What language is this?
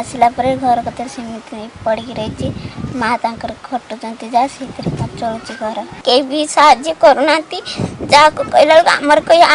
Odia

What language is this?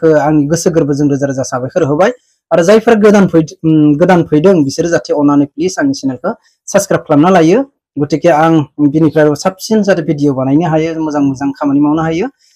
Bodo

